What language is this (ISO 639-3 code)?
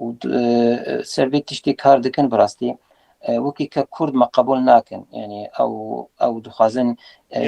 kur